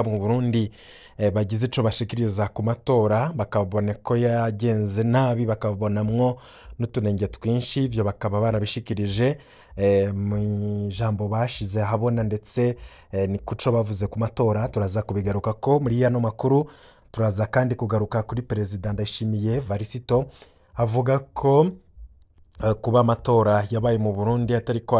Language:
Rundi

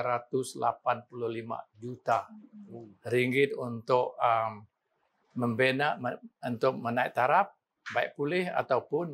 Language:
Malay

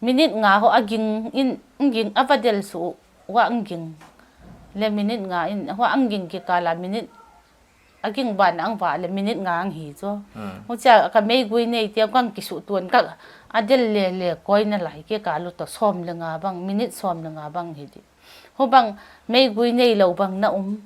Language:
Paite Chin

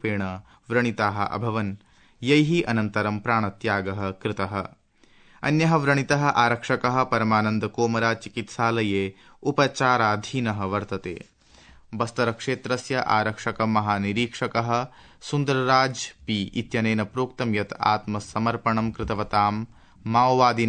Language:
Sanskrit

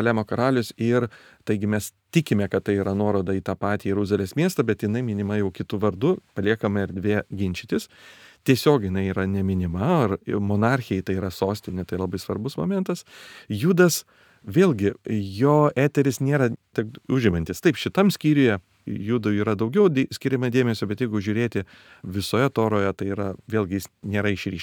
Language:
Lithuanian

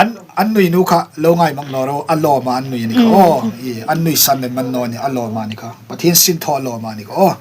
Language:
Hmar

